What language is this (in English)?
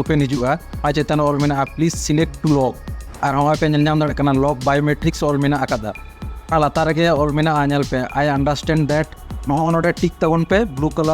Santali